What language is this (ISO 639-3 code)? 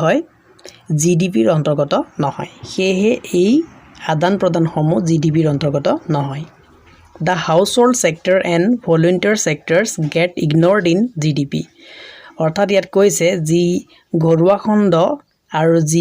asm